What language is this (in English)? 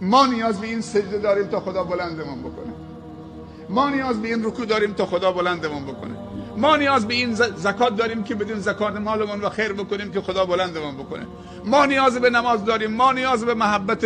Persian